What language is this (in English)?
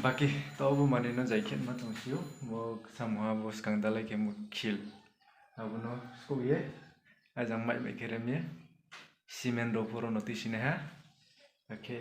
Riang (India)